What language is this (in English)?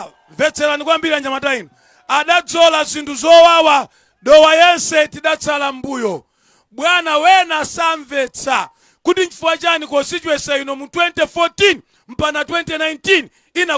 Nyanja